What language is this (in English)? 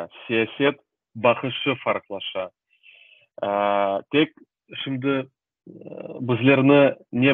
Crimean Tatar